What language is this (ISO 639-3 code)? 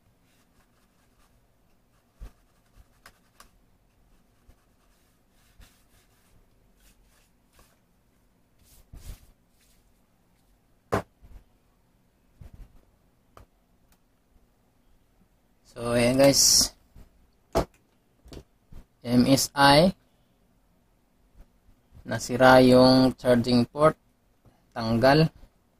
fil